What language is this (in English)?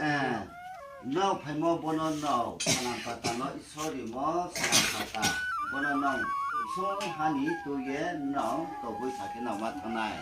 Riang (India)